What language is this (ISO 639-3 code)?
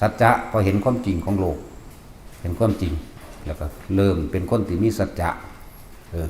tts